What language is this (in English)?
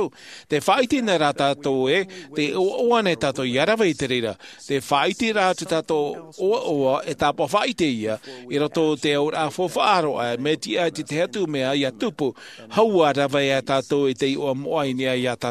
Tahitian